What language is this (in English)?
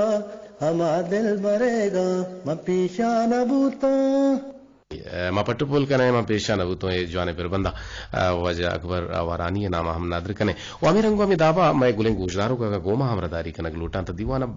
Eastern Balochi